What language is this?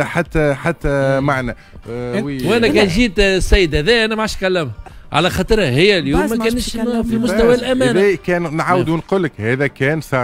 Tunisian Arabic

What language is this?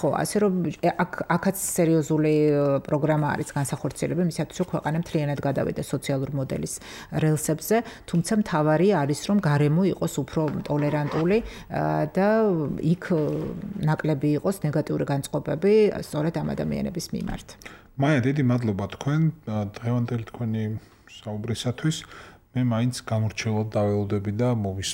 Georgian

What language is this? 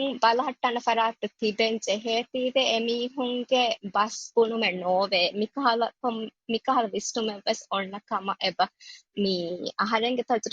Divehi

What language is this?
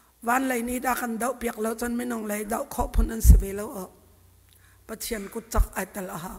Hakha Chin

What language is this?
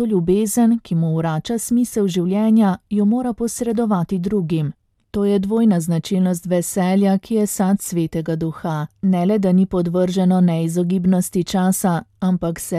Slovenian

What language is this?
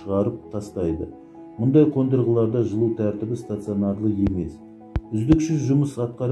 Kazakh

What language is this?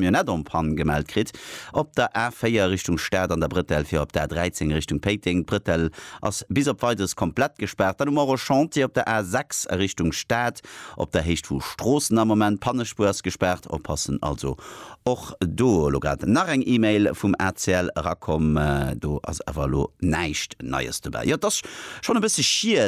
Luxembourgish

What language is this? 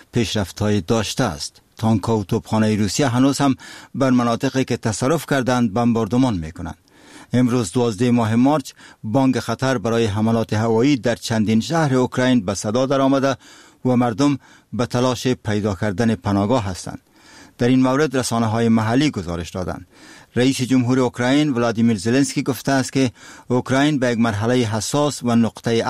Persian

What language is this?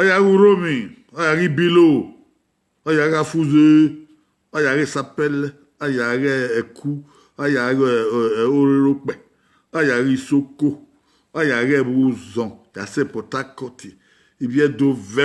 Bini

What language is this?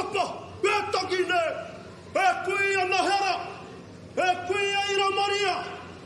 Māori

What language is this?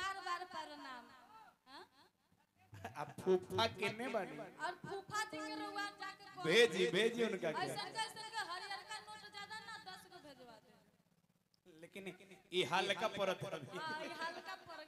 Bhojpuri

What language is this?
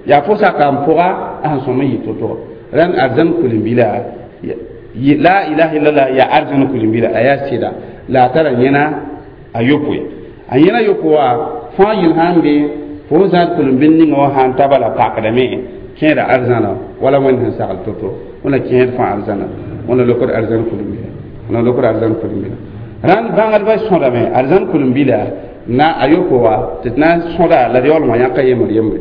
Mossi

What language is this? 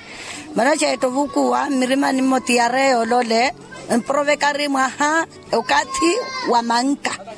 Makhuwa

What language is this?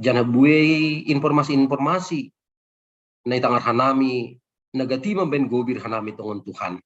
Batak Simalungun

